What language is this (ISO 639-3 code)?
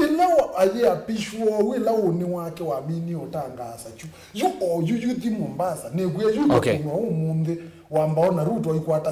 kam